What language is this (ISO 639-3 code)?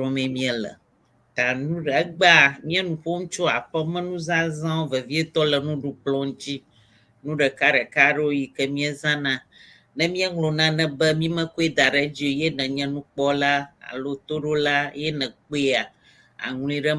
ewe